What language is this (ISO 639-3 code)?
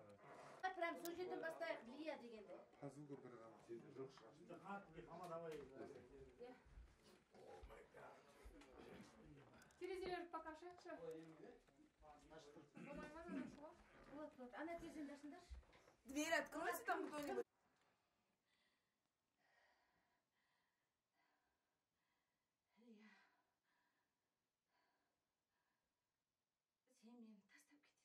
kaz